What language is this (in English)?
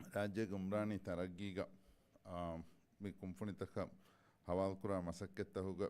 Divehi